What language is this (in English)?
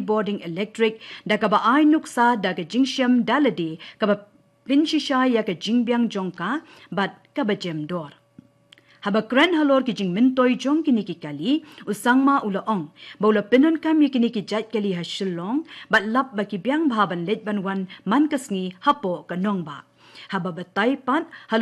Khasi